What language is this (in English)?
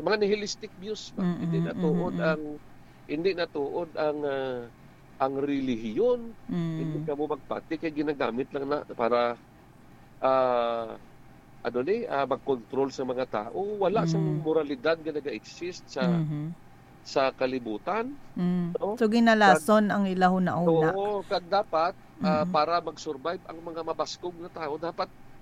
Hiligaynon